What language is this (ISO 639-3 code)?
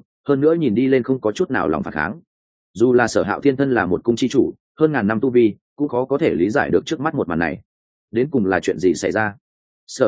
vie